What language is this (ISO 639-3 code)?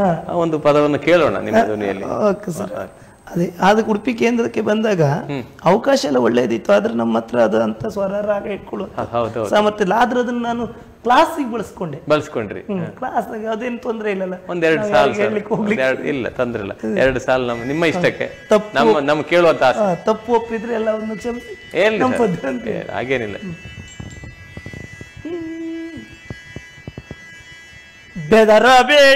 kan